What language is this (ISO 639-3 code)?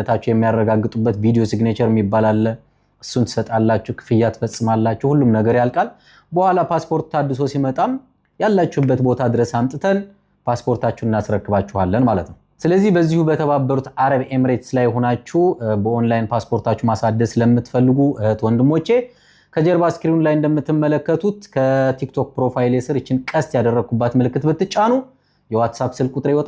amh